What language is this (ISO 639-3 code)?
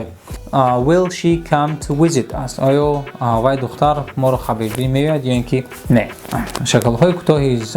tgk